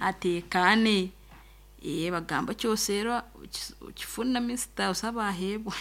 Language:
Nyankole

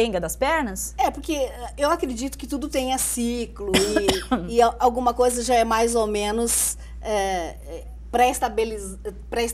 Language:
Portuguese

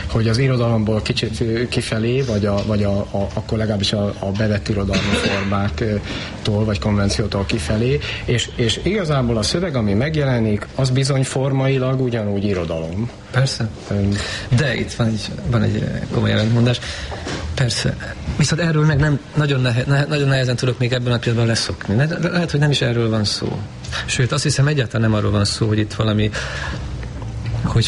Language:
Hungarian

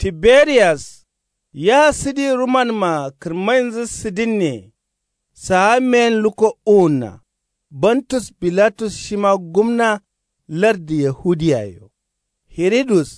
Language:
Kanuri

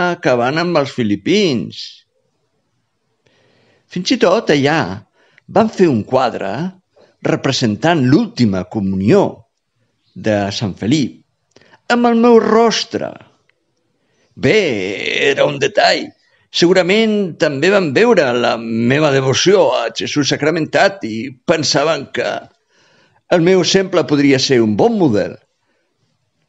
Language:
Catalan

